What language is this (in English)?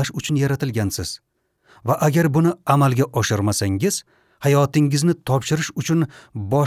Uzbek